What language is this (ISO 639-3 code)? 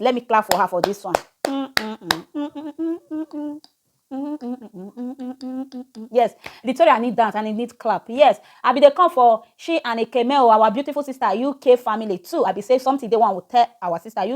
pcm